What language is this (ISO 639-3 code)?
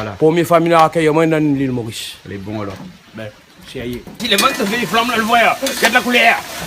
rcf